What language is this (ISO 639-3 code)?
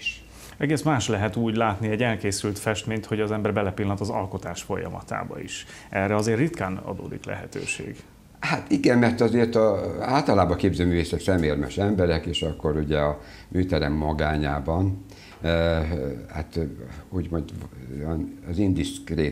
hun